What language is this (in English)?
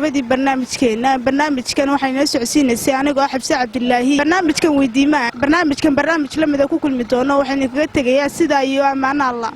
Somali